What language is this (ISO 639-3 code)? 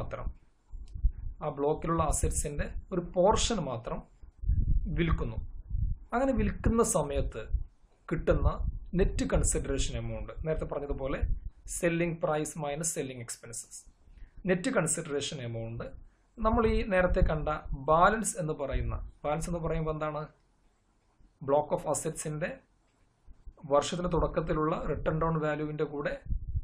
mal